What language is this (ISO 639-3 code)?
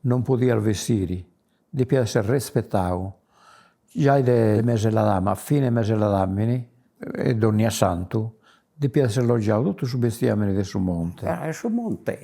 srd